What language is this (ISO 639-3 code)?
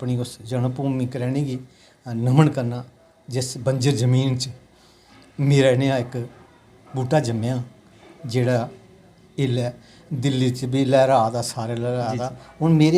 doi